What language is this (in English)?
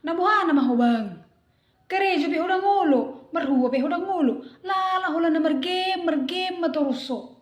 Batak Toba